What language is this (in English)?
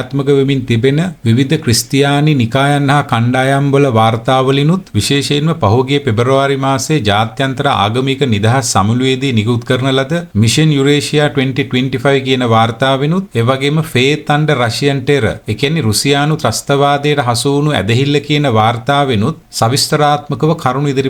Sinhala